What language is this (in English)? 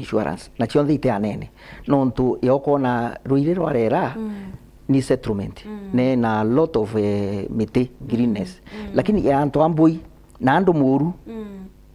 Meru